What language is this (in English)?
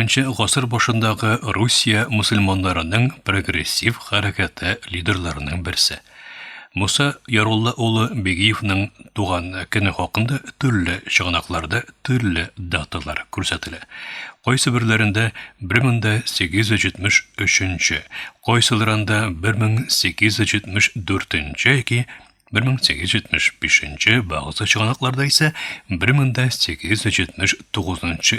Tatar